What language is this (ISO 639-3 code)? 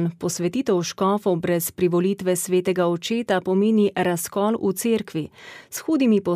slv